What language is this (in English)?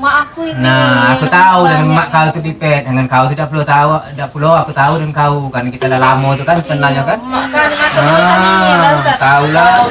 Musi